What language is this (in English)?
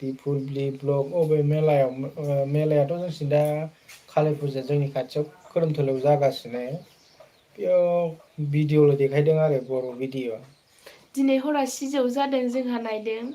Bodo